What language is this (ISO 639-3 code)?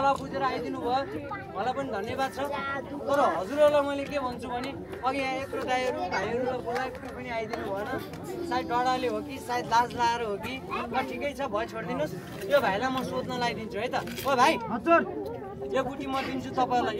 nep